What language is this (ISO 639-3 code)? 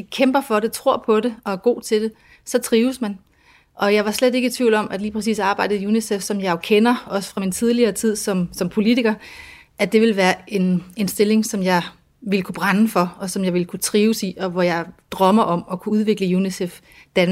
dan